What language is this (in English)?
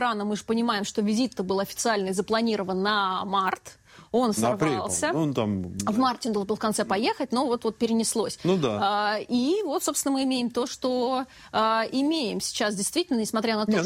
Russian